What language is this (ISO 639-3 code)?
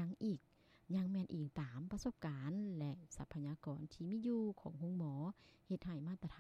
lao